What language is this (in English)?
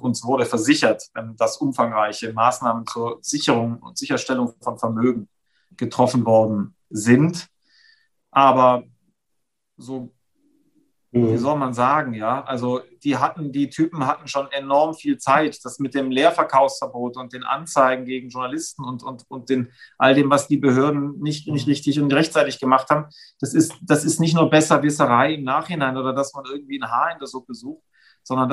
German